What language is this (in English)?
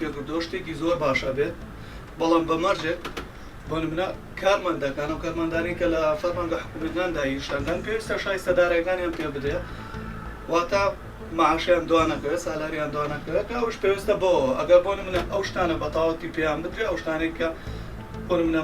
Central Kurdish